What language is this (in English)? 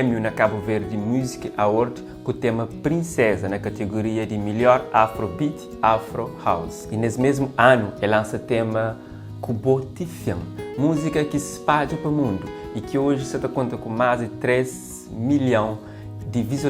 Kabuverdianu